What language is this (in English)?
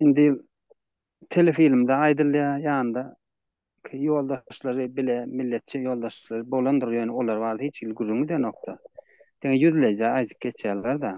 Turkmen